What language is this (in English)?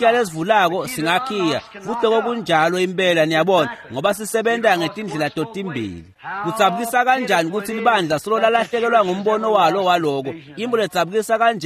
Swati